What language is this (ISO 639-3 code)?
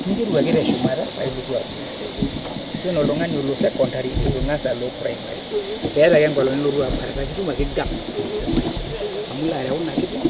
mas